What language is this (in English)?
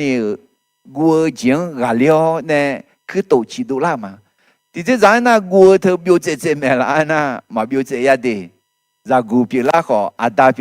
Akha